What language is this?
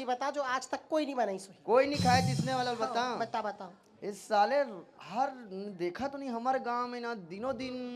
Chhattisgarhi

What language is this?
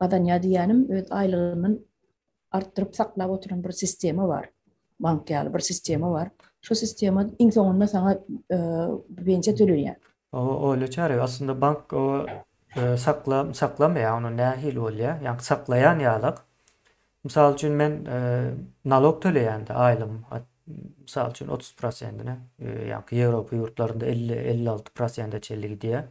Turkmen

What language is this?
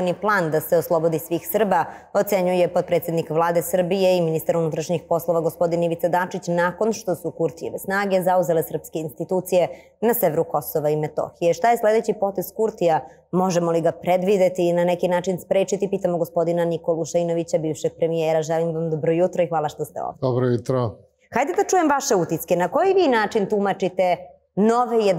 Serbian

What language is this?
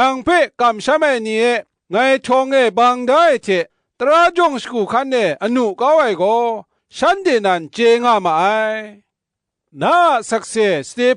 Kachin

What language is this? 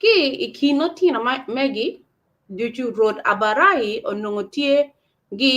Acoli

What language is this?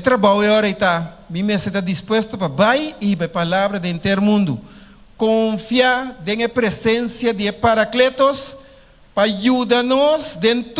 Papiamento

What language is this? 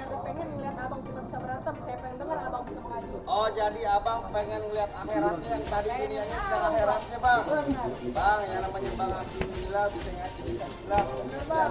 Betawi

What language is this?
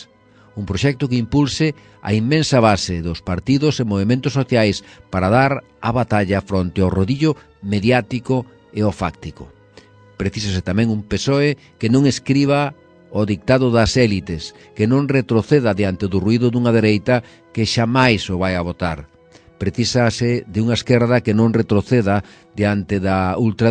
Galician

